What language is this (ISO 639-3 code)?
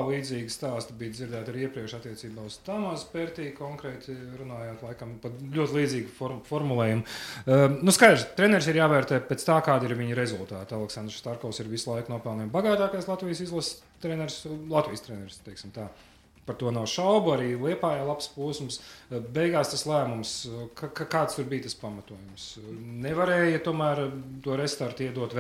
lav